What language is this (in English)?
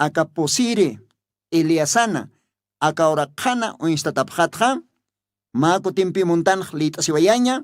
Aymara